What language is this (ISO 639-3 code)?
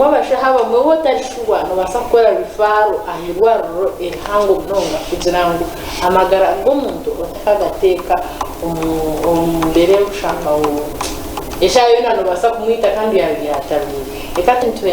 nyn